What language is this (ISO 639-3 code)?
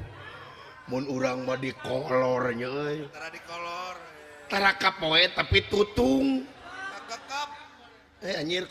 sun